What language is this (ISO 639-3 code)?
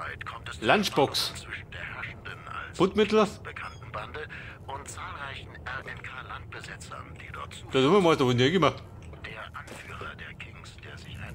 bar